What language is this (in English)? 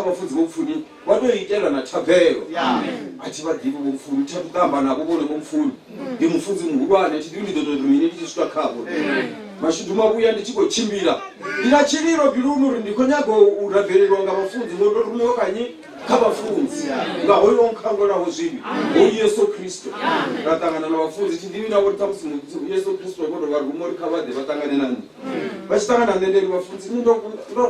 Venda